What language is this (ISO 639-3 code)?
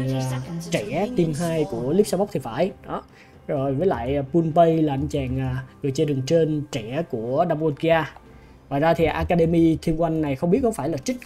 vie